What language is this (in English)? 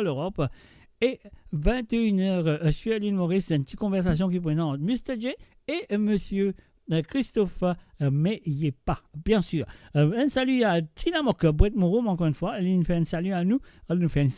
Morisyen